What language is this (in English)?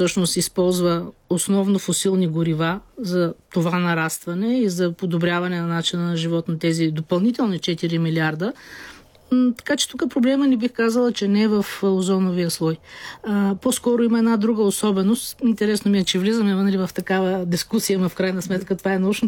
Bulgarian